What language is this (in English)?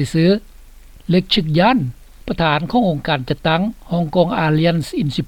Lao